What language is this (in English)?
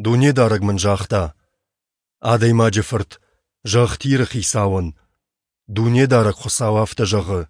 Ossetic